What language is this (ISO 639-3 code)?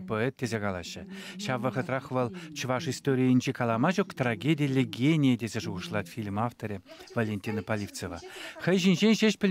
chv